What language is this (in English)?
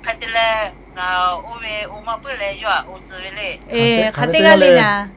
Lahu